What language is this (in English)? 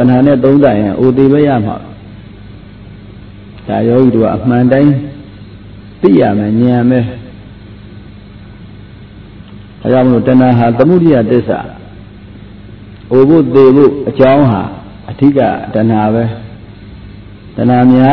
Burmese